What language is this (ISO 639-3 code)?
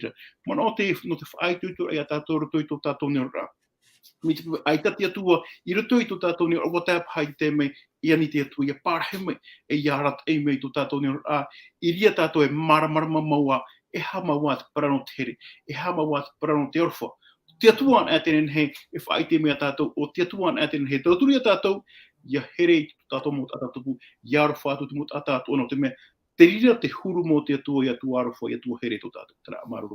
tah